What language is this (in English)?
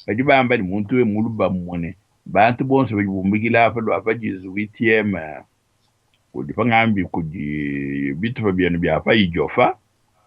Luba-Lulua